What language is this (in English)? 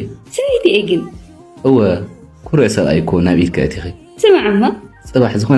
Tigrinya